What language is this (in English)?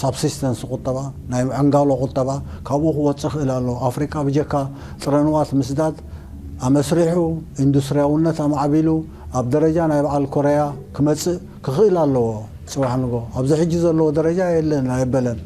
Tigrinya